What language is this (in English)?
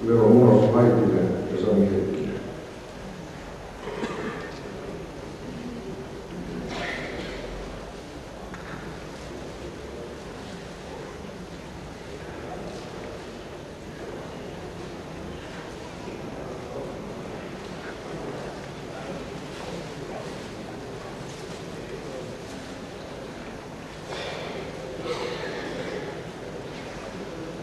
Finnish